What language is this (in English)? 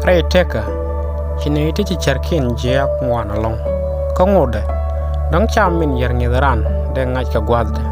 Nuer